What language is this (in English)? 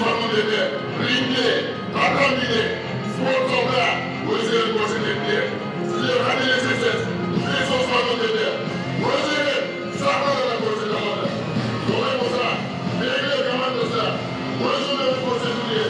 Kara-Kalpak